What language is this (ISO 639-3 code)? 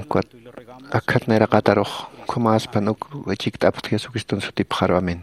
aym